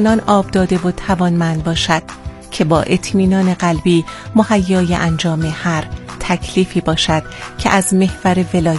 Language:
Persian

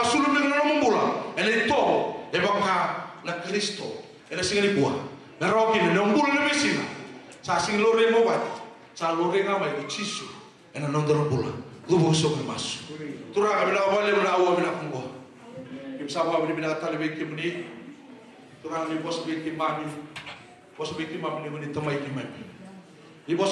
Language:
Fijian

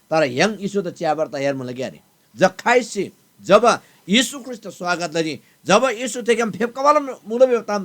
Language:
Eastern Tamang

